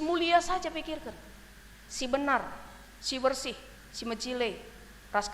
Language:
Batak Karo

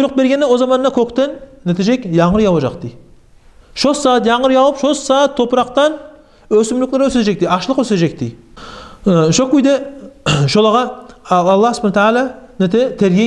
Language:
Kumyk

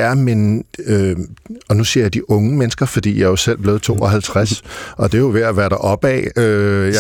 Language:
Danish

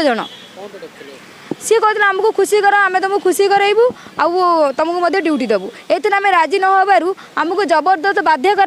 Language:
Odia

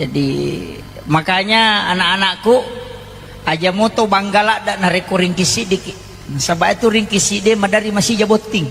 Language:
Buginese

